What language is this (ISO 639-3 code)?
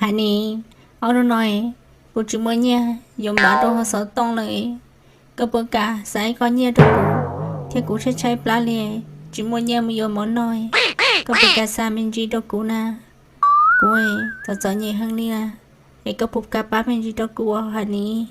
hmn